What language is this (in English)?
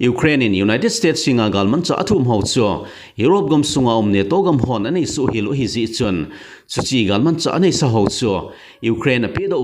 Thado Chin